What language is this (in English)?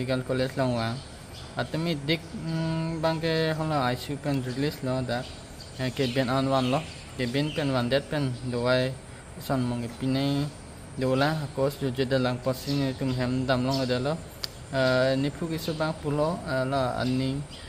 Karbi